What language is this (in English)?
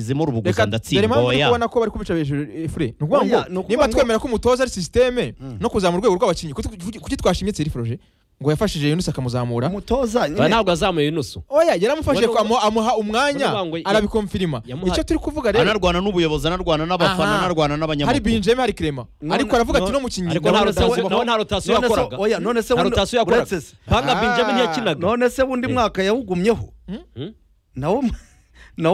Kinyarwanda